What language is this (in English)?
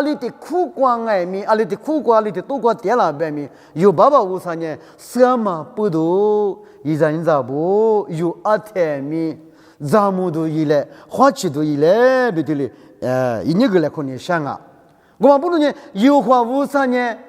Lisu